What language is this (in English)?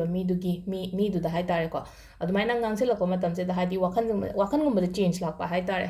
Manipuri